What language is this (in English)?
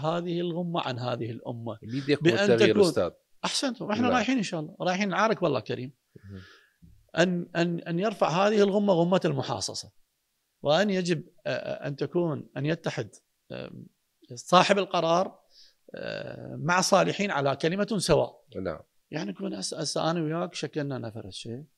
Mesopotamian Arabic